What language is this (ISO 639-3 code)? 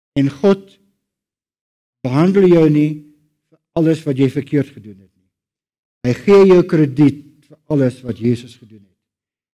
afr